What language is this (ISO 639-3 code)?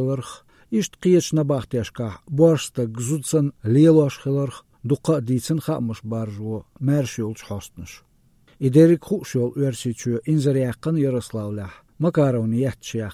che